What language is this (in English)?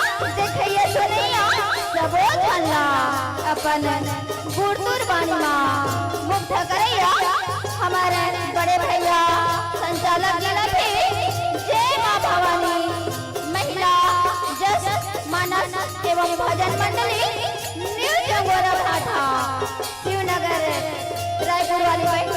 Chhattisgarhi